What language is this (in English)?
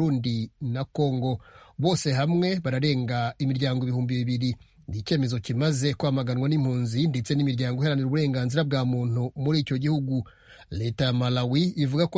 Kinyarwanda